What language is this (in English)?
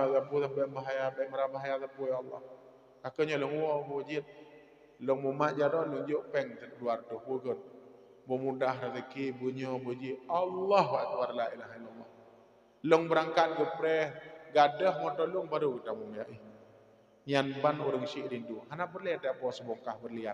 Achinese